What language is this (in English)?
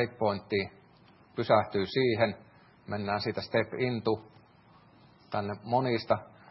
Finnish